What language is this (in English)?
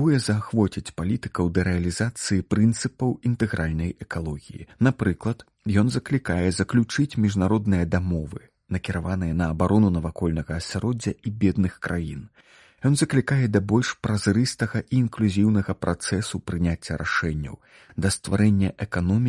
Belarusian